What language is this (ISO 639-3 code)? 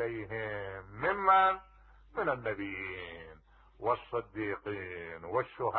acm